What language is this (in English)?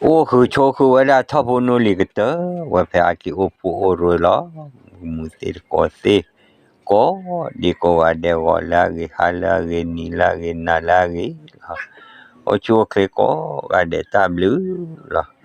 S'gaw Karen